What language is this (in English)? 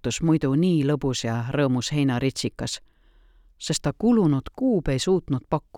Estonian